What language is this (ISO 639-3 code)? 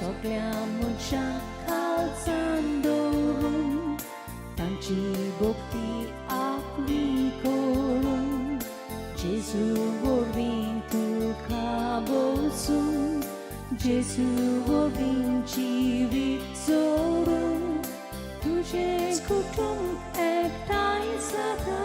kok